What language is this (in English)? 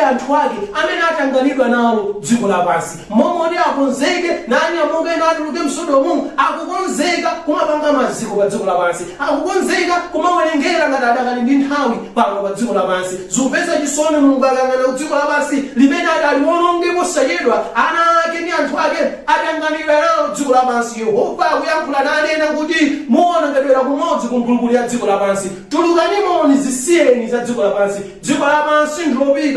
Nyanja